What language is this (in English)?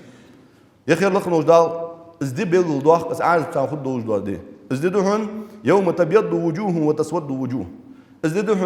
Ingush